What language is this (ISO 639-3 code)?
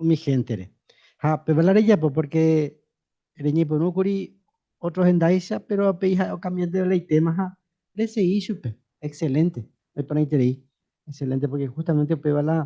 grn